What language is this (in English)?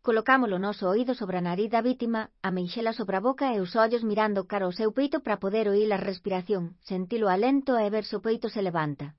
Galician